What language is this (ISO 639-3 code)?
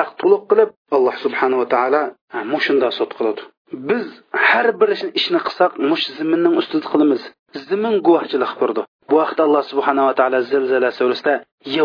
uig